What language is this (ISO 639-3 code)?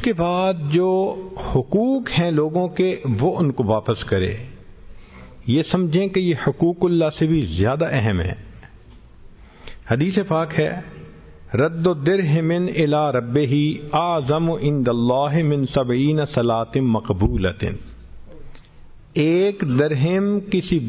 urd